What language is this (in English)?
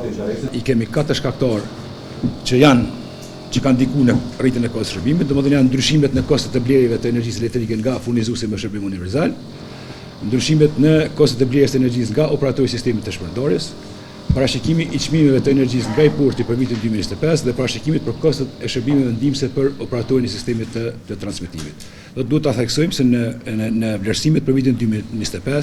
Albanian